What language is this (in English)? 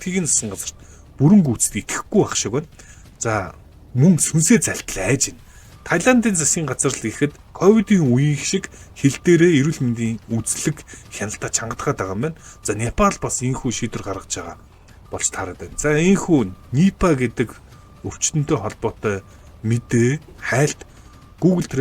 Mongolian